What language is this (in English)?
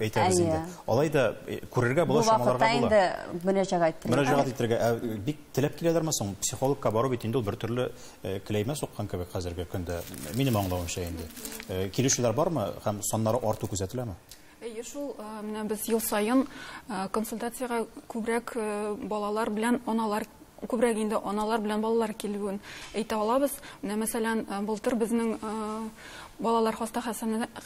Tatar